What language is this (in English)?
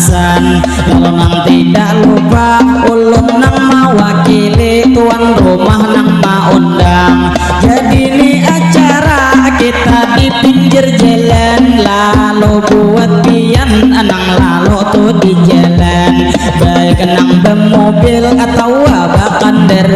Banjar